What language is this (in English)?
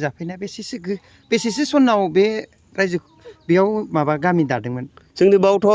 Bodo